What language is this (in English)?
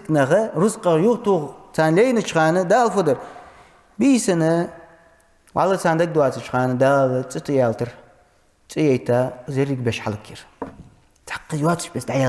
Ingush